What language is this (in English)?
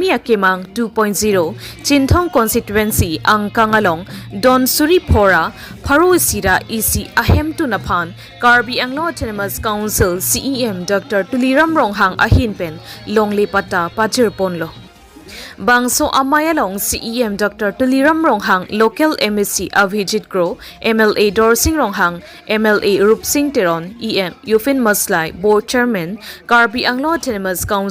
Karbi